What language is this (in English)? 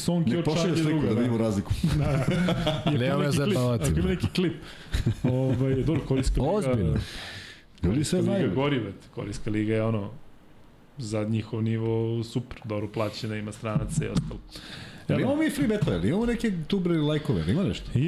Serbian